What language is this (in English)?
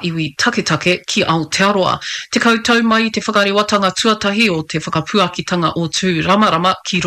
Māori